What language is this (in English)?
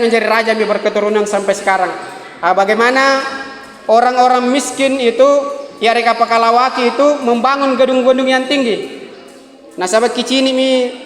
Makasar